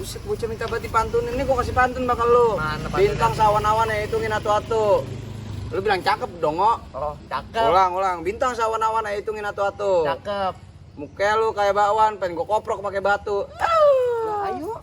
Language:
Betawi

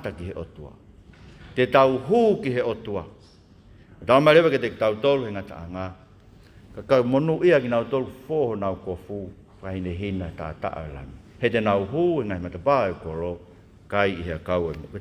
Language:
Tongan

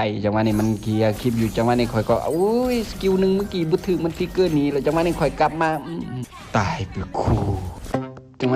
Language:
Lao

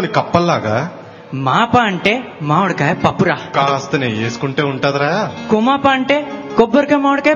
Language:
Telugu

